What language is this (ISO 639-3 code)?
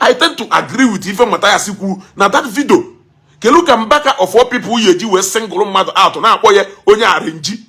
ibo